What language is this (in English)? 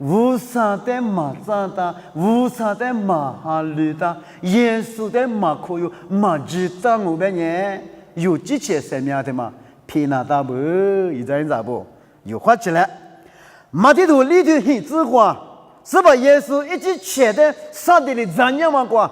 Lisu